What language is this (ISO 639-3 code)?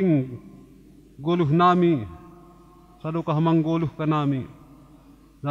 bts